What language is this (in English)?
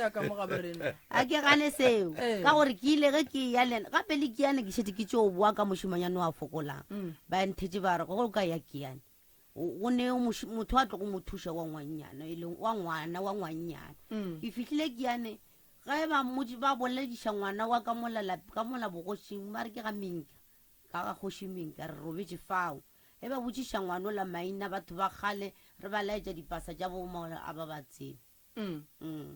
Northern Sotho